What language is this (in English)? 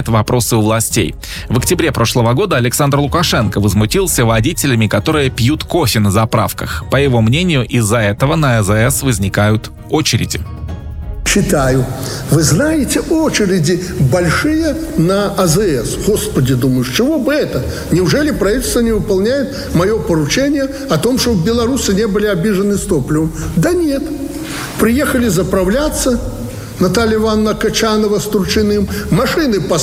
Russian